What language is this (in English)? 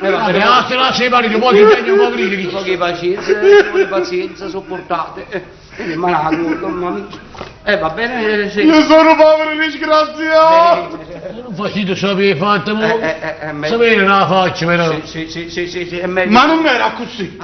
Neapolitan